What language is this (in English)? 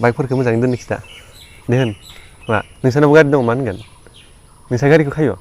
Bodo